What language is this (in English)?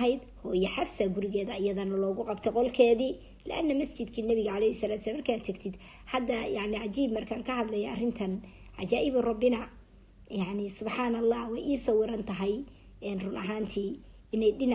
Somali